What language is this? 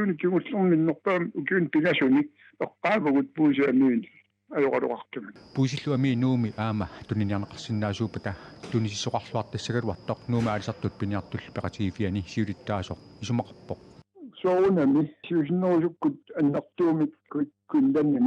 Kalaallisut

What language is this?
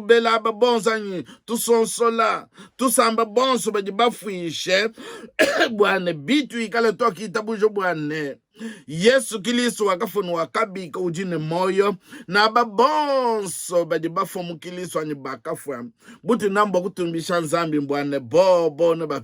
Luba-Lulua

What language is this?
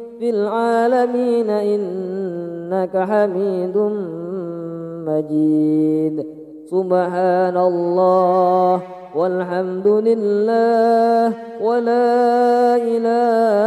Arabic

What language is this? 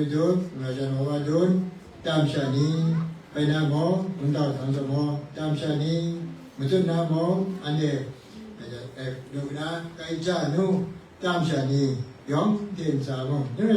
Kachin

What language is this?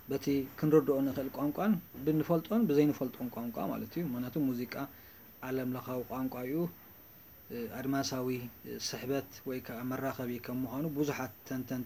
Tigrinya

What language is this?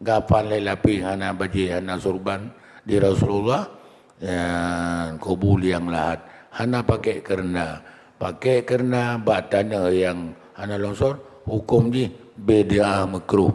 Achinese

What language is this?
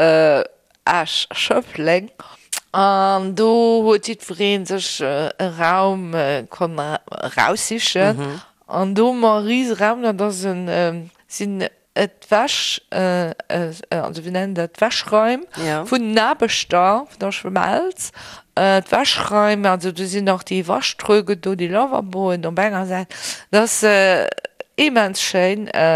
Luxembourgish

